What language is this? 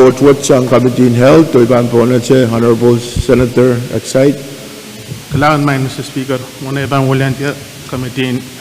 Pohnpeian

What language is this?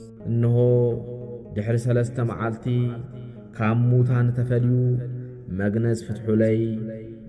Tigrinya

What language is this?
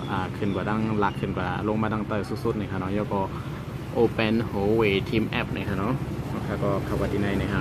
Shan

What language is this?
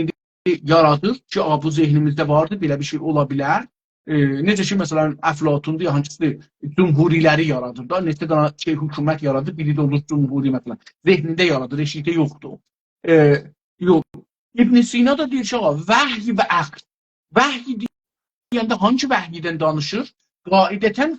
South Azerbaijani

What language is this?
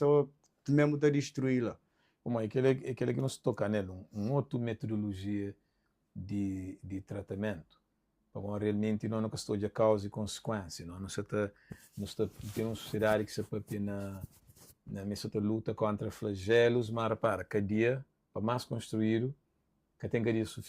Kabuverdianu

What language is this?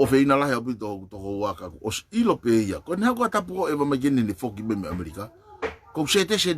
Tongan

